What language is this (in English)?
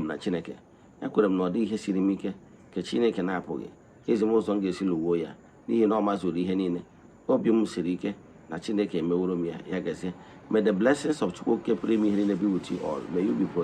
Igbo